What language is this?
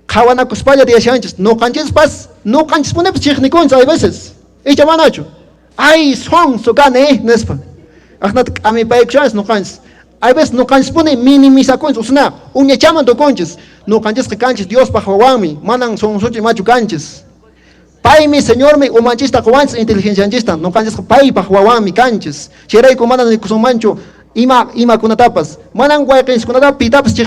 Quechua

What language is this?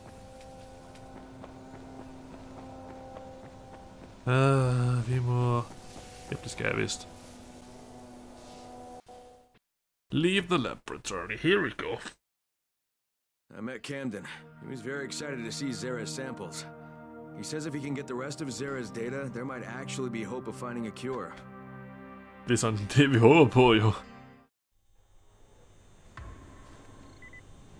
Danish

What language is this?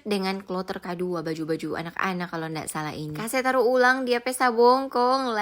Manado Malay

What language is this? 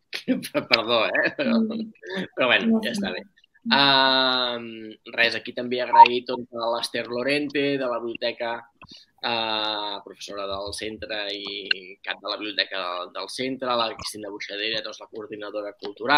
Catalan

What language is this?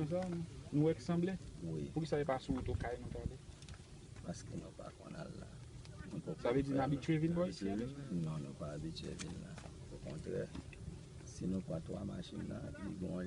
Haitian Creole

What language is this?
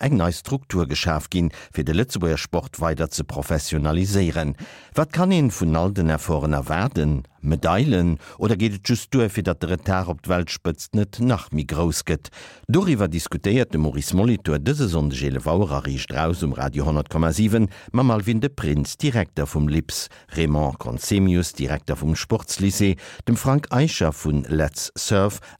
Luxembourgish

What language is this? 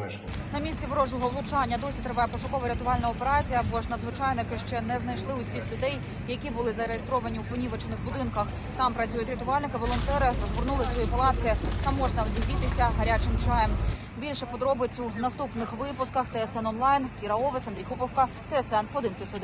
Ukrainian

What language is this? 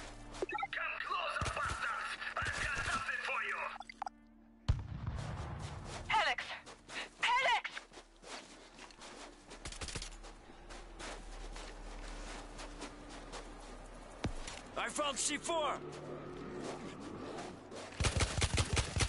English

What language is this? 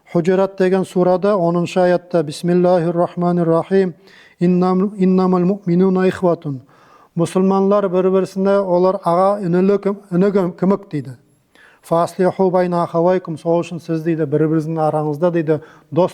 Nogai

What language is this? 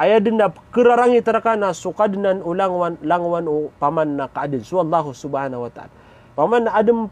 Maranao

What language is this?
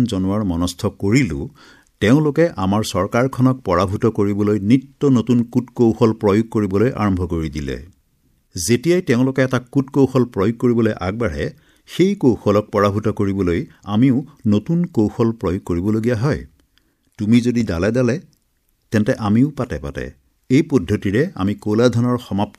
Assamese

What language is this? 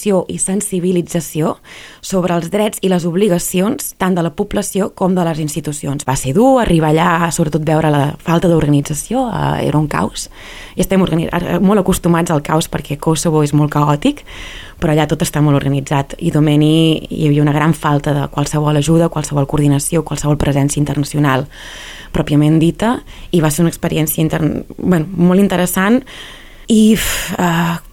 Catalan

